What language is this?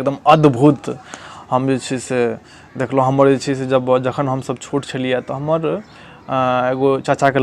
Maithili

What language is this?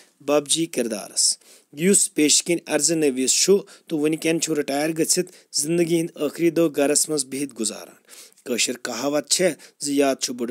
Kashmiri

